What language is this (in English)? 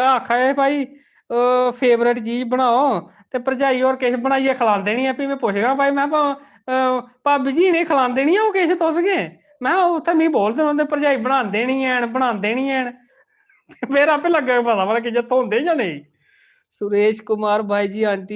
Dogri